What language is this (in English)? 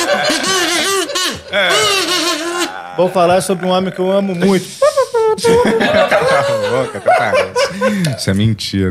Portuguese